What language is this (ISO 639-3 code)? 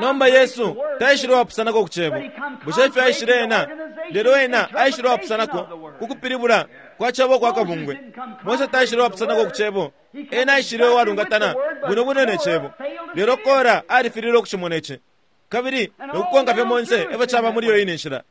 bem